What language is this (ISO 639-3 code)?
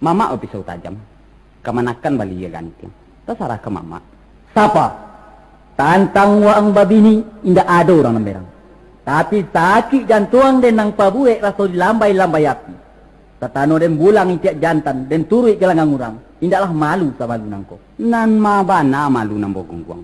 min